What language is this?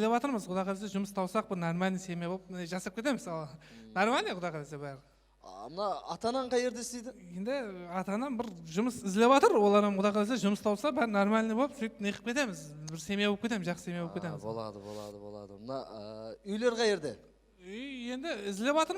Kara-Kalpak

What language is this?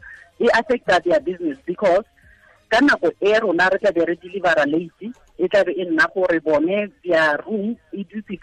Tswana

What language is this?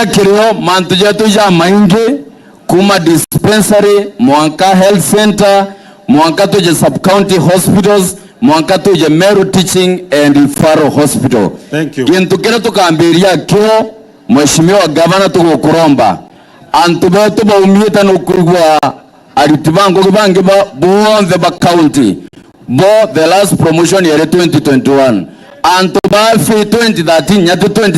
Meru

